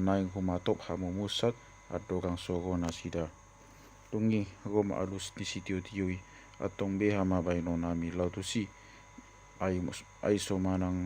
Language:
Batak Toba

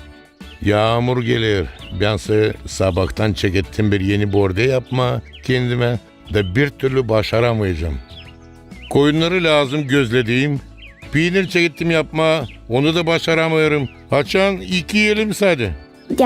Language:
Gagauz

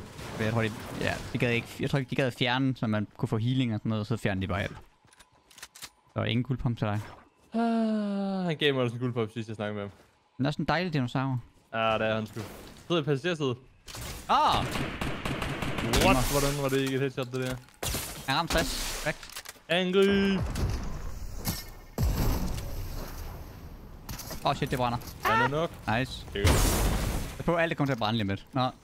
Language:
Danish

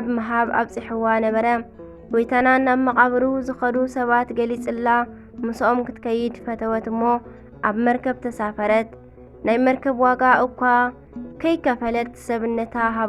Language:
Tigrinya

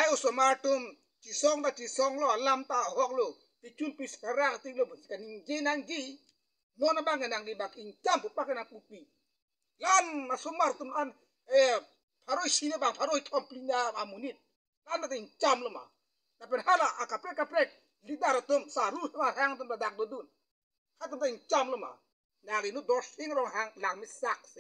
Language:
Karbi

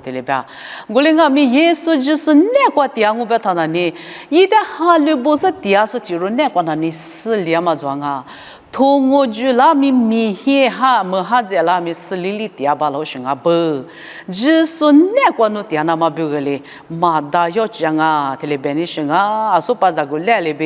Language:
Lisu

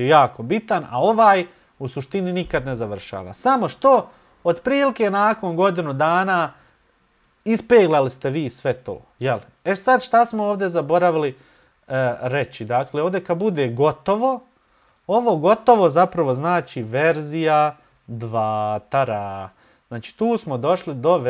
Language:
Bosnian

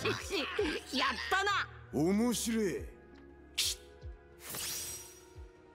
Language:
Japanese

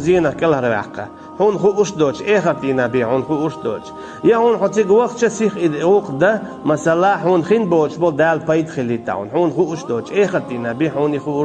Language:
Chechen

